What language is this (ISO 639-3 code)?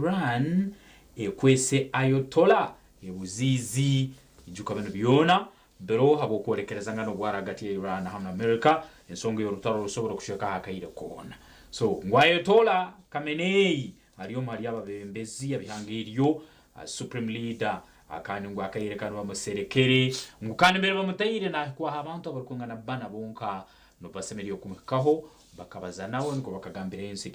nyn